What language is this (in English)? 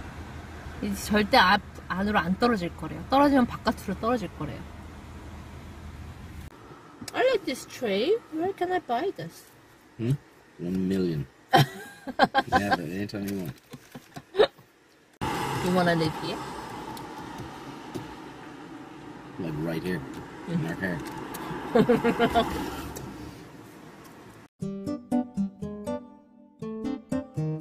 Korean